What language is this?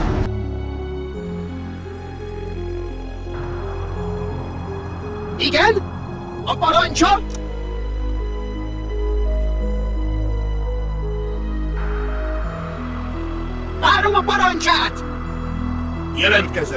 Hungarian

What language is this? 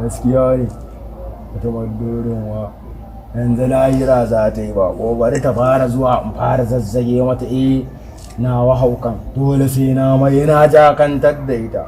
Hausa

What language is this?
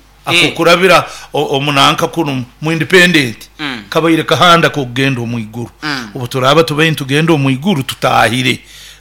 Nyoro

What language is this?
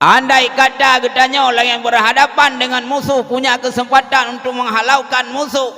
Achinese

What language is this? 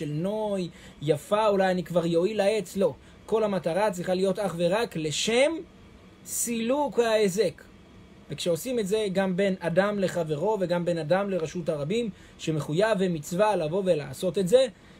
Hebrew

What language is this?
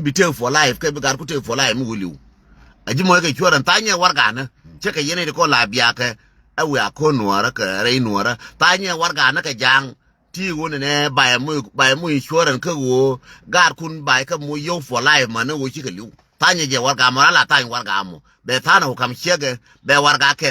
Nuer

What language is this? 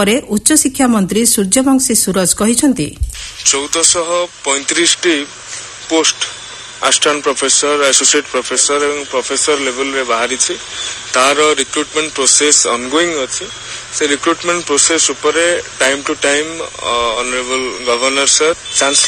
Odia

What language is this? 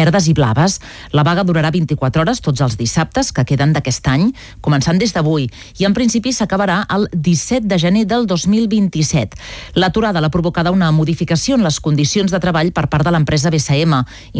Catalan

